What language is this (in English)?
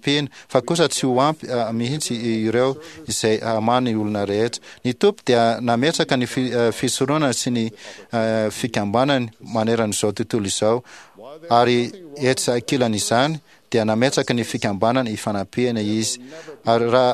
Malagasy